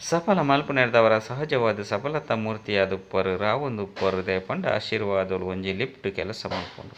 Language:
Tulu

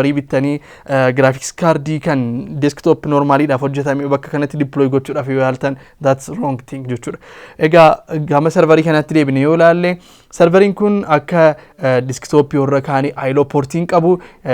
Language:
Oromo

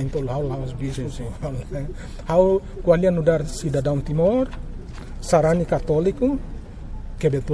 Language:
Tetum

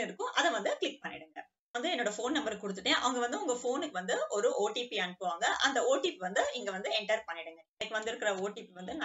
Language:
Tamil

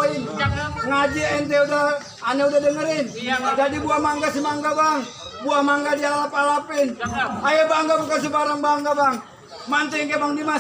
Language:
Betawi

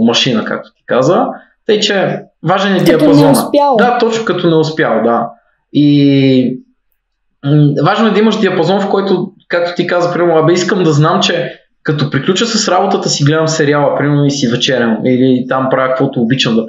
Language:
Bulgarian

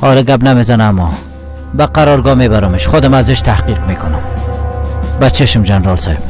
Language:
Persian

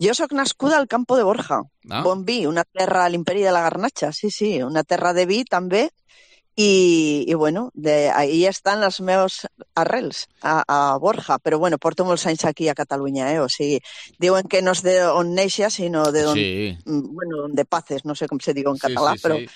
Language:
Catalan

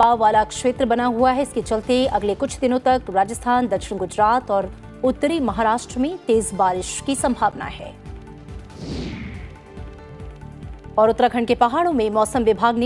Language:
Hindi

